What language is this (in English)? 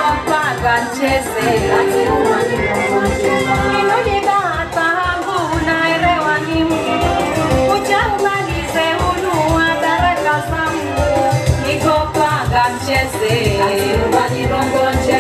Swahili